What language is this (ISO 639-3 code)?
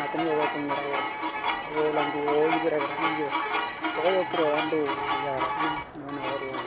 dnw